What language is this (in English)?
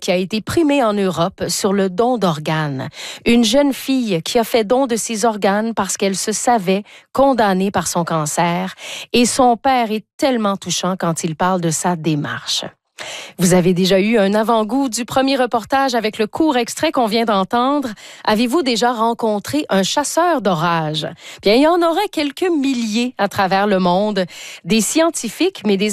French